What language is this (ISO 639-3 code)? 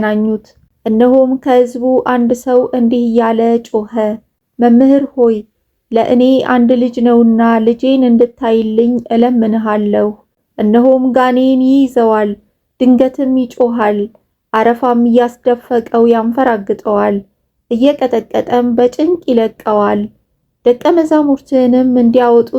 amh